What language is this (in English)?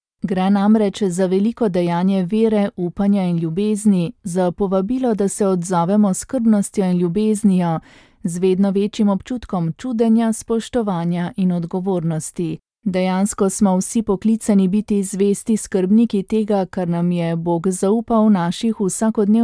Slovenian